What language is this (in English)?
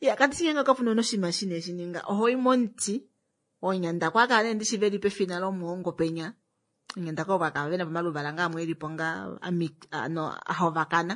Kuanyama